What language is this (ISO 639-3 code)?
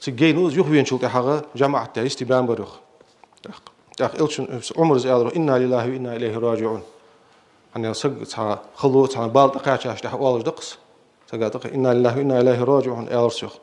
inh